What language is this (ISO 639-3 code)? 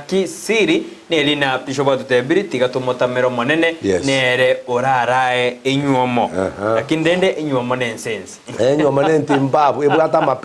guz